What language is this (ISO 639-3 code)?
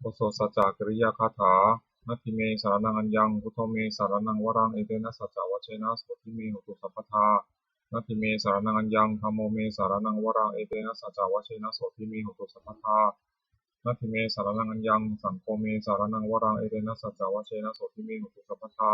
pli